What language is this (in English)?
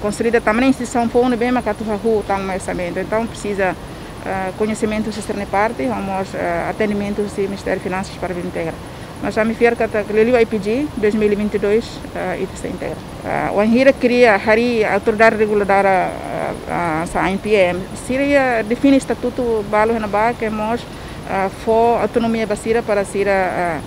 Tetum